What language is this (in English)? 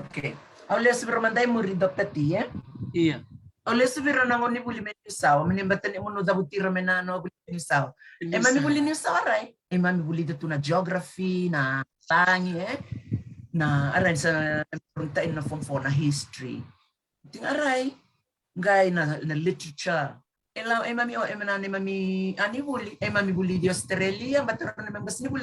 Fijian